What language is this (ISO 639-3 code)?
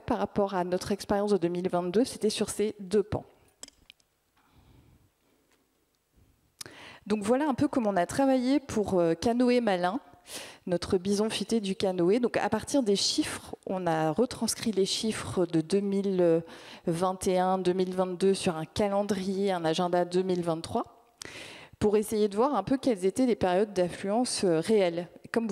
fra